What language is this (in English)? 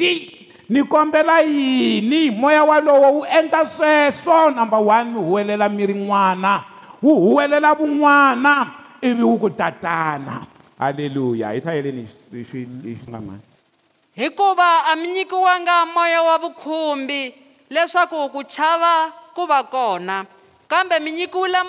Tsonga